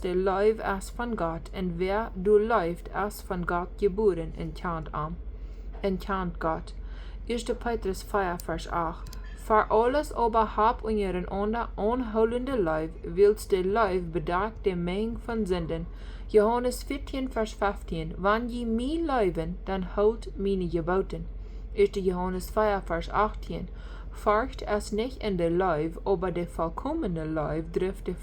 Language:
Plautdietsch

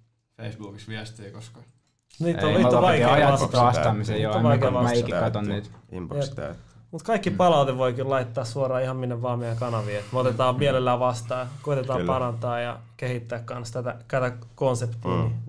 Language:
Finnish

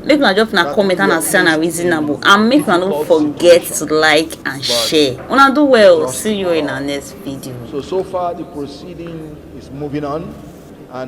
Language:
Nigerian Pidgin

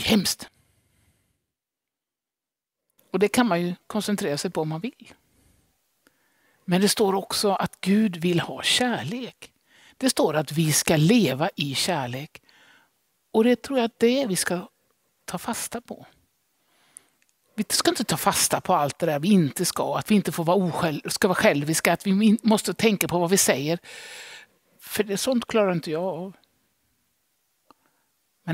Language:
Swedish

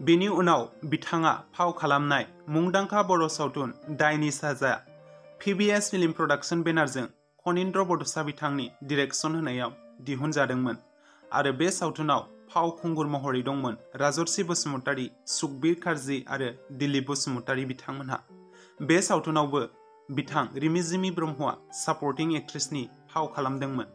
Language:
Bodo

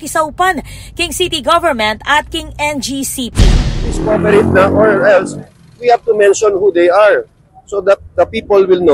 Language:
Pampanga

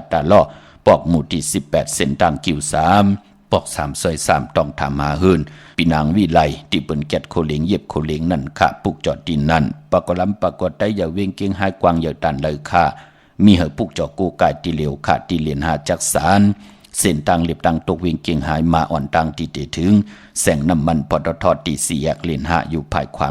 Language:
Shan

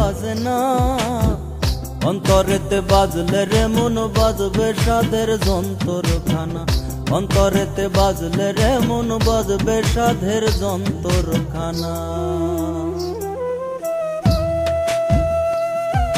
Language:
Bangla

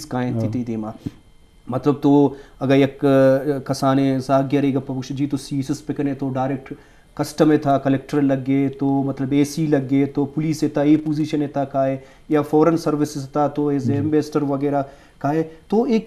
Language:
Eastern Balochi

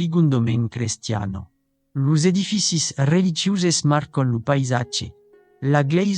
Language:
Occitan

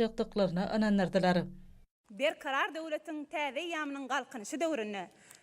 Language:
Turkmen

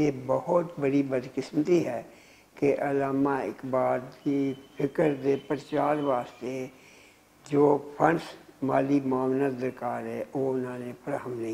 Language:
Western Panjabi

